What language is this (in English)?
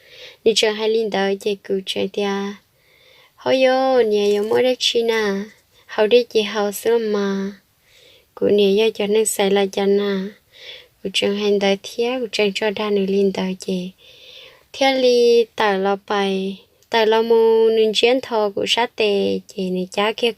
Hmong